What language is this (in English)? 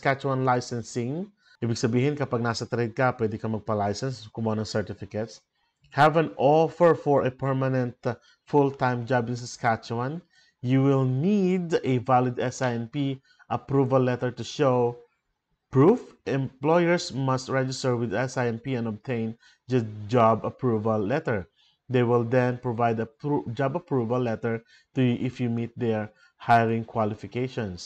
Filipino